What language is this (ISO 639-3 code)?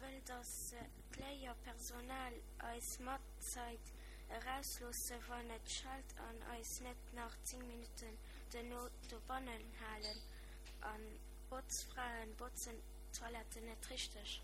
ltz